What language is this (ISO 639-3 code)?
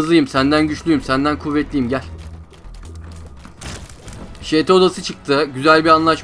tur